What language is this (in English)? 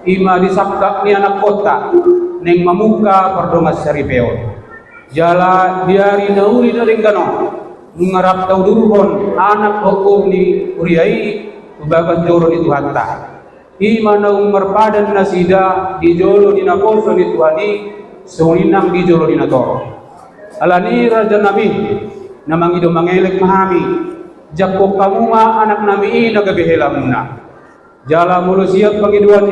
Batak Toba